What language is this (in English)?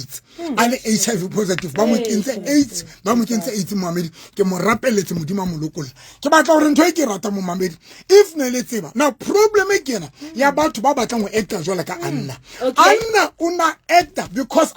Southern Sotho